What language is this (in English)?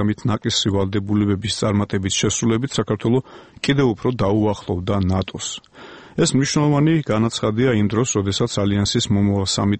Georgian